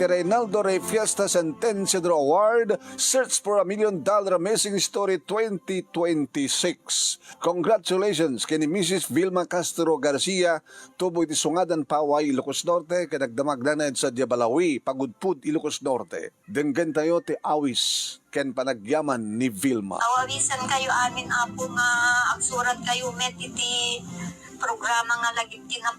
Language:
Iloko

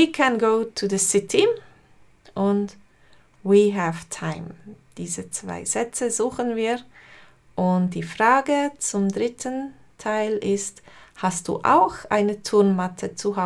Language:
Swiss German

